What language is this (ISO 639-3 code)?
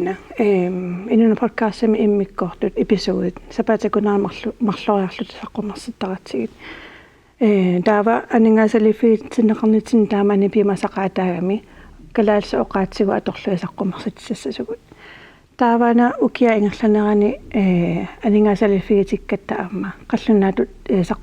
kal